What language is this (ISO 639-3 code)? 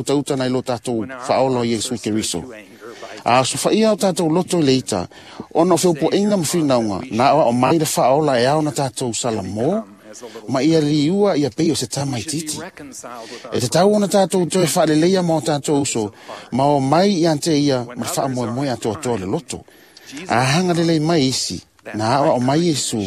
smo